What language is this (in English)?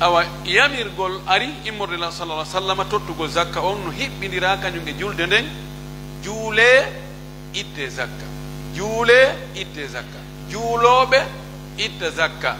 Pular